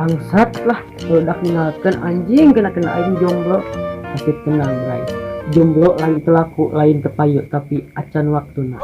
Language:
Sundanese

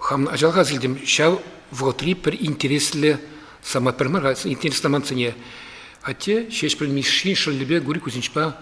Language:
Chuvash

